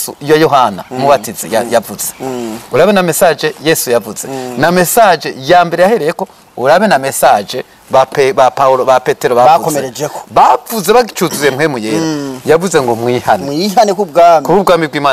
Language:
Rundi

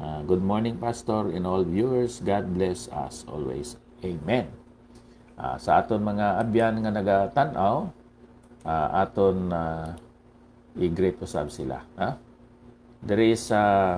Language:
Hiligaynon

